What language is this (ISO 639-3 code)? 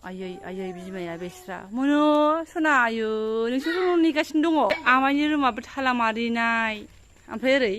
brx